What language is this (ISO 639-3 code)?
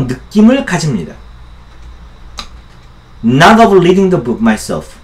kor